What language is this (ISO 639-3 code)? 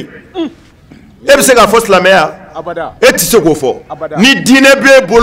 bam